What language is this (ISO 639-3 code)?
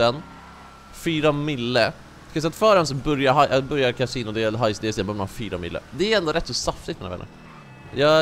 swe